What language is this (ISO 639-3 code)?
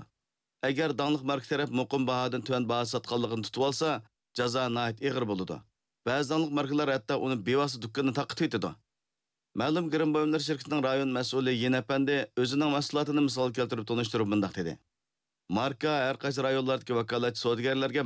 uig